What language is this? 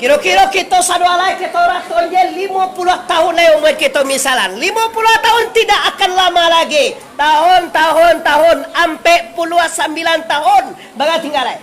Minangkabau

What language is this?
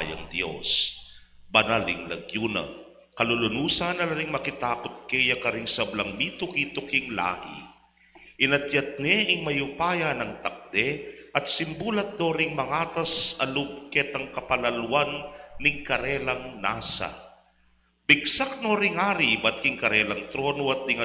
Pampanga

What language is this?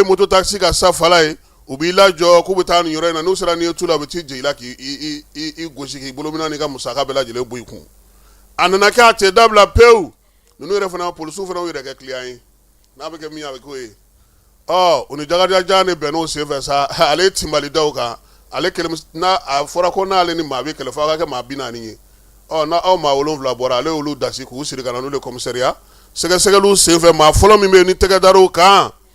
Bambara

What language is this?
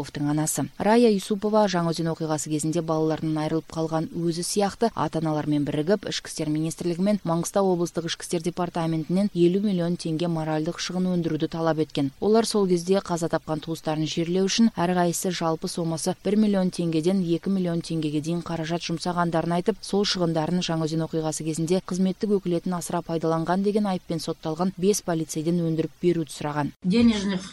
Kazakh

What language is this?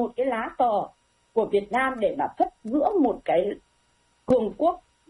Vietnamese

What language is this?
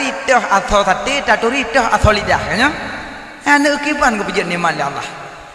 Achinese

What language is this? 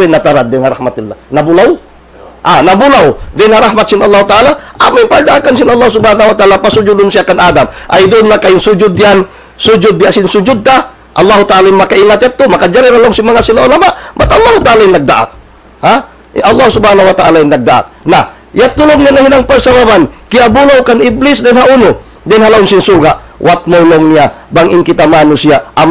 Tausug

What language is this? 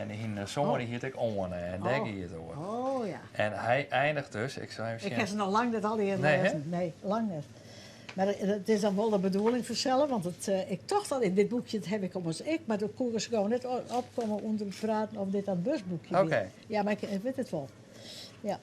Western Frisian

